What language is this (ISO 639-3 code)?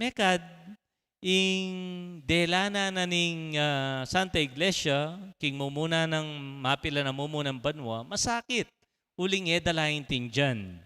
pam